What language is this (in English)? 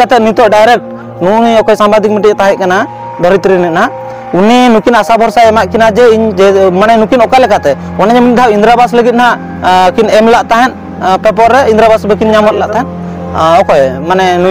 Santali